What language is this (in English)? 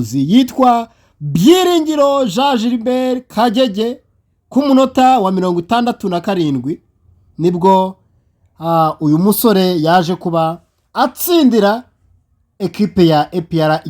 Kinyarwanda